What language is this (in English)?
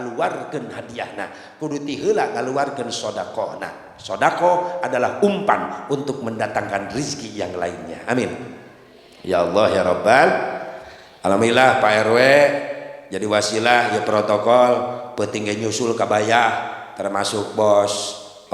Sundanese